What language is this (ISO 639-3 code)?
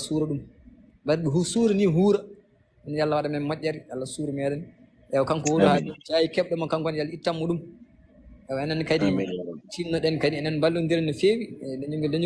ful